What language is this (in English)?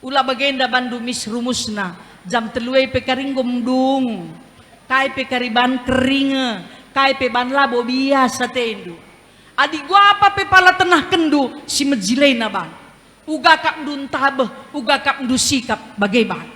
Batak Karo